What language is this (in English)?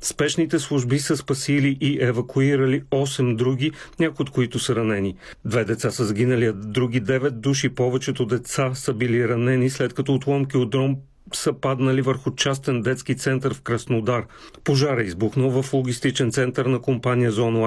Bulgarian